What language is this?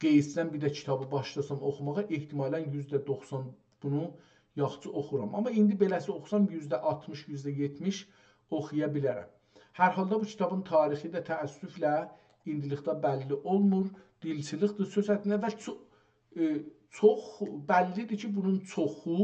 South Azerbaijani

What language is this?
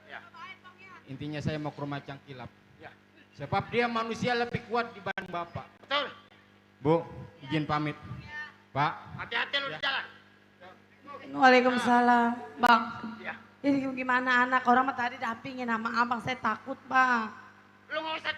Betawi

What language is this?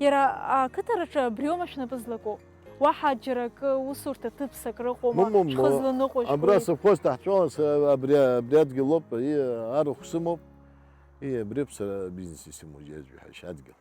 Abkhazian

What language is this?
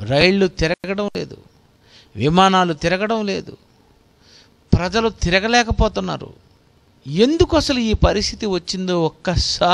Telugu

